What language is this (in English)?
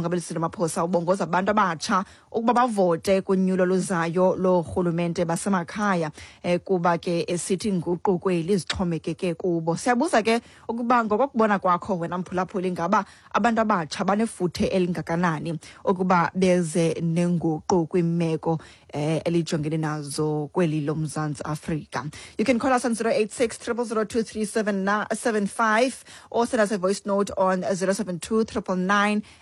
Xhosa